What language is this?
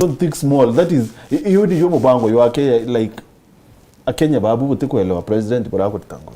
Meru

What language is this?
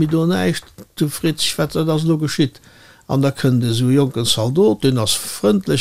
Luxembourgish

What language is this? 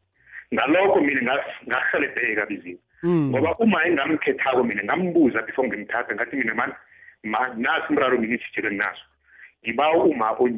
South Ndebele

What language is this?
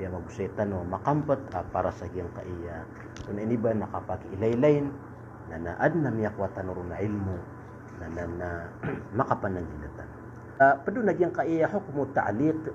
Maranao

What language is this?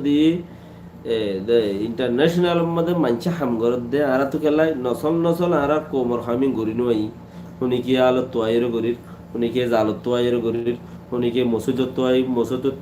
Rohingya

